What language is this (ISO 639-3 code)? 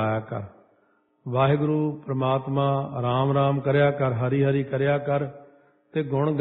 pan